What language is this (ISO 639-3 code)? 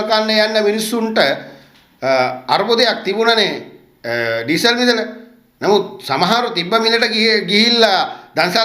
sin